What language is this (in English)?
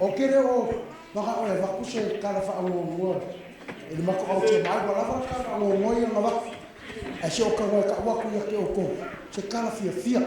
Samoan